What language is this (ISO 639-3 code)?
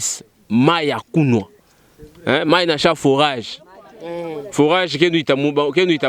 lua